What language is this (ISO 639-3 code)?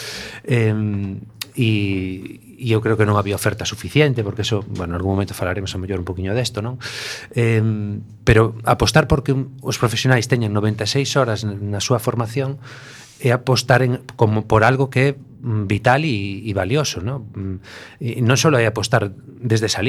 glg